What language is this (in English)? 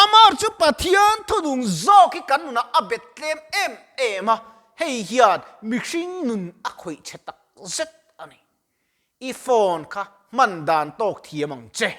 Mizo